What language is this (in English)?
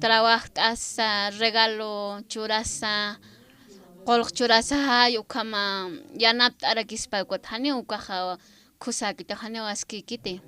Aymara